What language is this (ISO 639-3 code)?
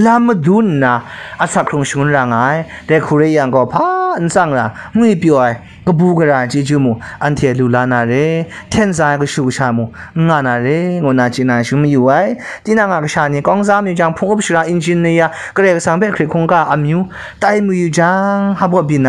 kac